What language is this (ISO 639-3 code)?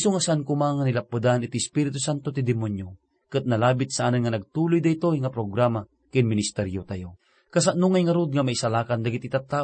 ilo